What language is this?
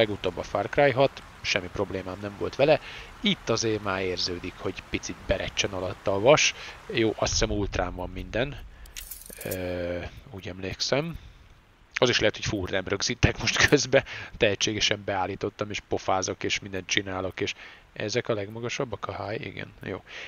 Hungarian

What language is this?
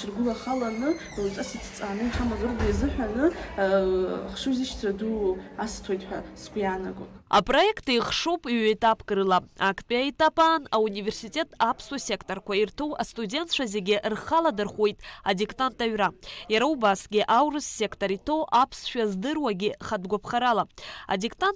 Abkhazian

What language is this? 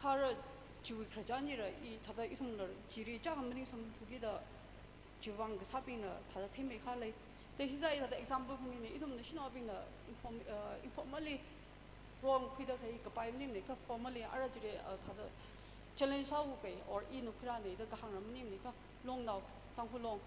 Tangkhul Naga (India)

